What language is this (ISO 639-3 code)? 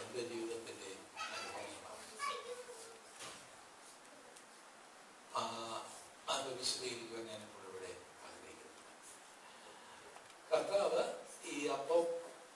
mal